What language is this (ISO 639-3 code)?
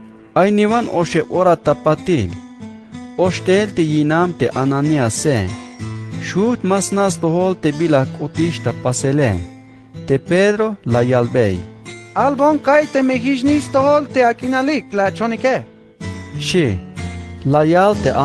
tzh